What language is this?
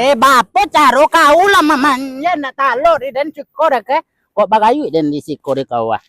Minangkabau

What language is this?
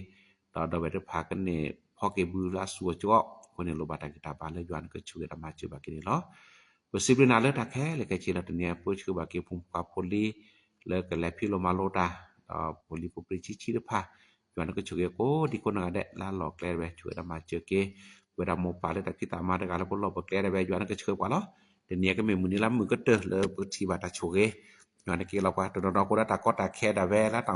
S'gaw Karen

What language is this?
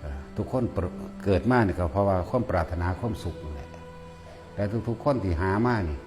Lao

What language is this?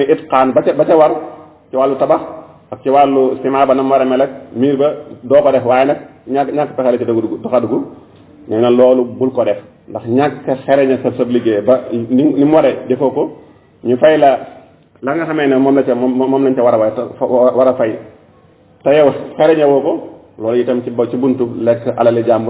Wolof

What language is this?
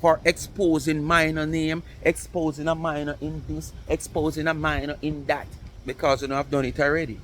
Jamaican Creole English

